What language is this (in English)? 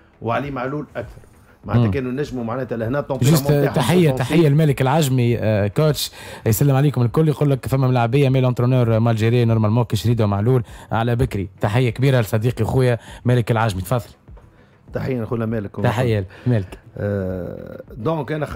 Tunisian Arabic